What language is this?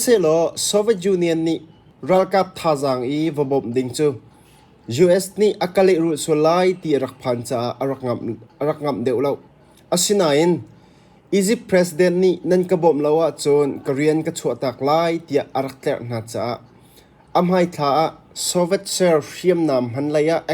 Hakha Chin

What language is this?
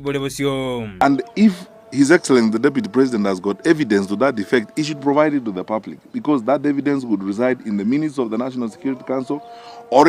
Gusii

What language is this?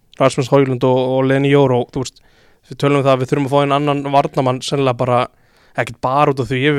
Icelandic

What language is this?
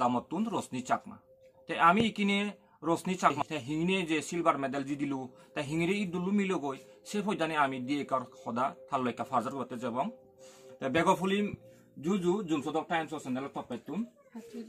Chakma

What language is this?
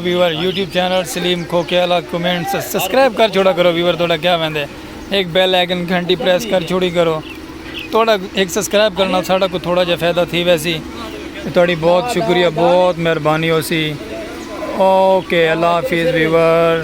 Saraiki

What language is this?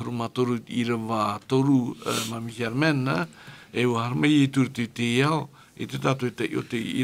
Tahitian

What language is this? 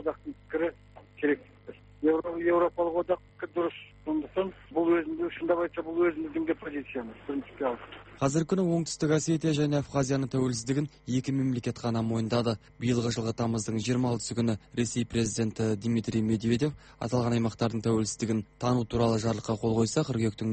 Kazakh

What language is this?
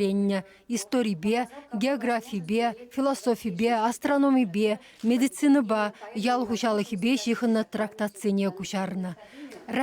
Chuvash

